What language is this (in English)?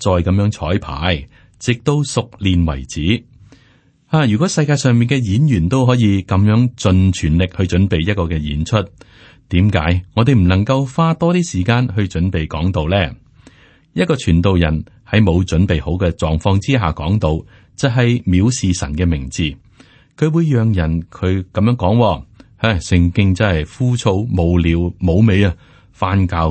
Cantonese